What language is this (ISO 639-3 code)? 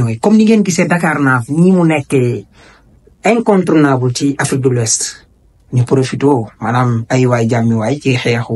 wol